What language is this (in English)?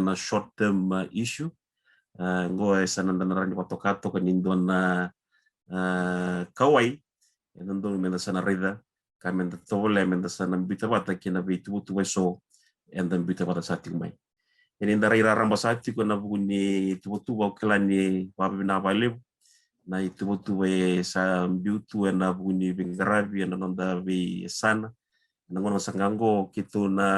Fijian